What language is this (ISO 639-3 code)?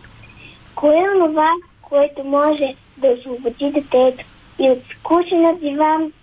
bul